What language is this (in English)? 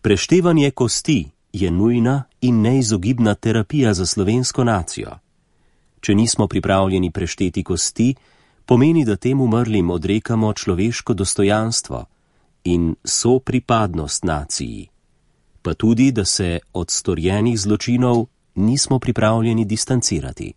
Slovenian